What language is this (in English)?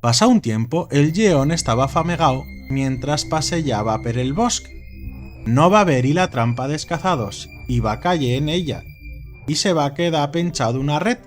Aragonese